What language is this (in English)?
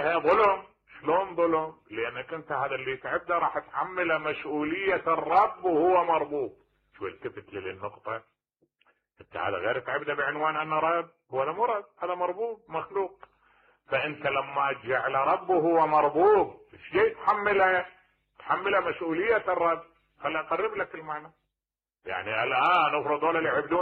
Mesopotamian Arabic